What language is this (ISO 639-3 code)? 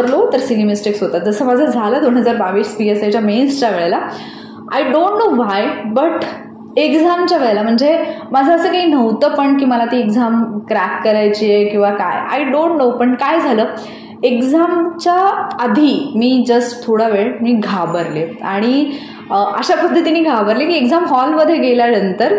mar